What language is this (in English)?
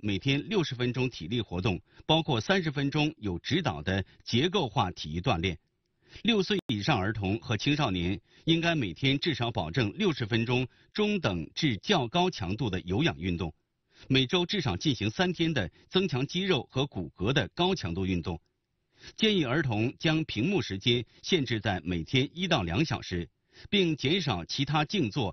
Chinese